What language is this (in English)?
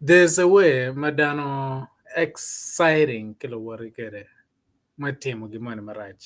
Acoli